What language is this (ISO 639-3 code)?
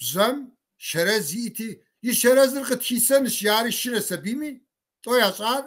kbd